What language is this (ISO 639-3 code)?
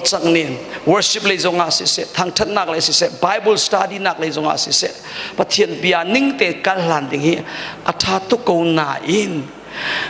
cnh